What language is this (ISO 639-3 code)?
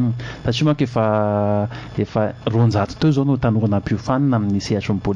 mlg